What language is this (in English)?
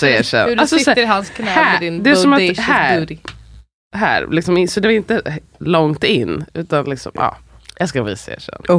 Swedish